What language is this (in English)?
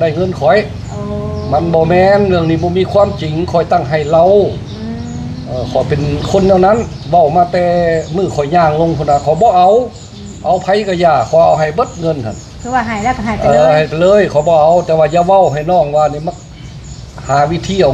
Northeastern Thai